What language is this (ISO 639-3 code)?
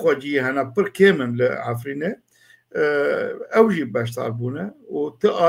kur